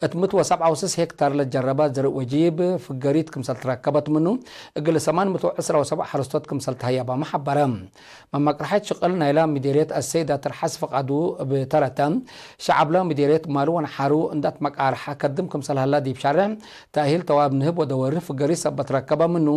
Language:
Tigre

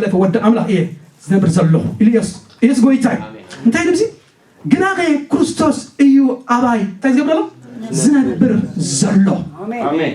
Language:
Tigrinya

